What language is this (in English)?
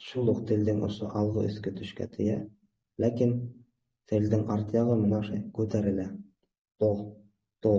Bashkir